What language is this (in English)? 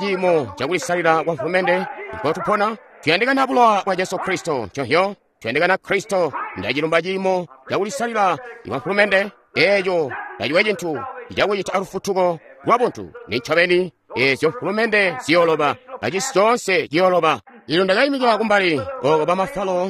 Tonga (Zambia)